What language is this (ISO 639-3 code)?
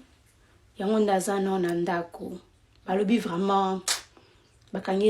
lin